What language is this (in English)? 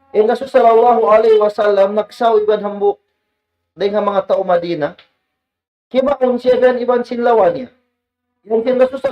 Tausug